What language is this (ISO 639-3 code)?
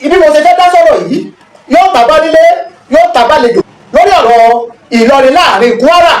yor